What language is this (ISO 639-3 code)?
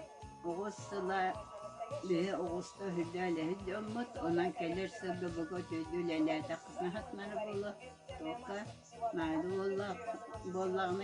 sah